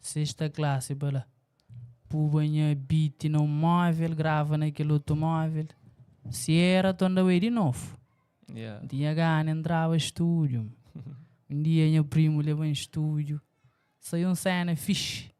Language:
Kabuverdianu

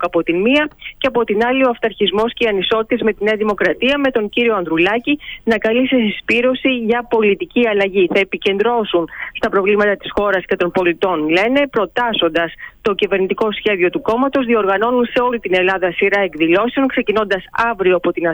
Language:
Greek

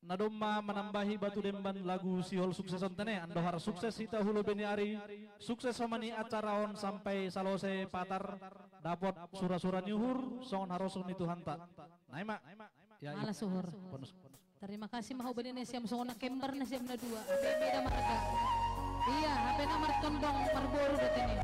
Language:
Batak Simalungun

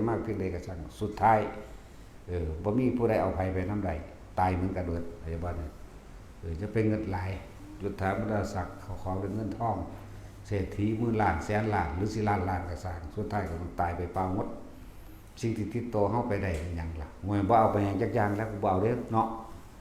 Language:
Northeastern Thai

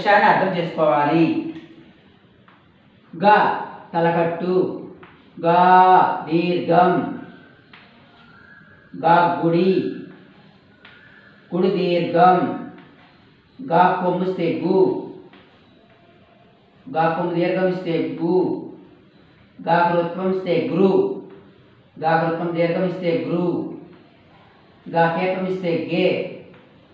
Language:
Telugu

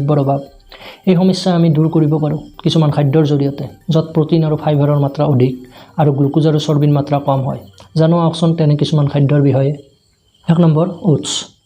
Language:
Assamese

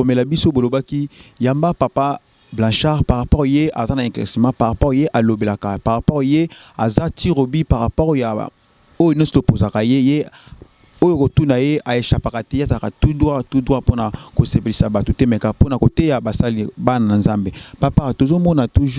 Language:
Lingala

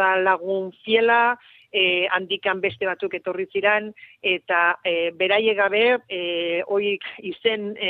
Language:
Basque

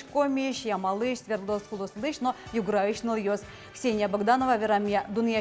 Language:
Udmurt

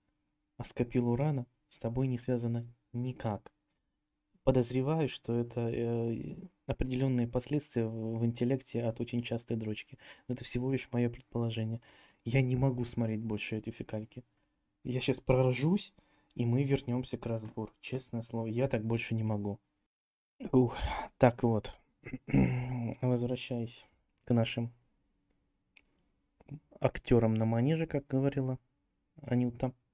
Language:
Russian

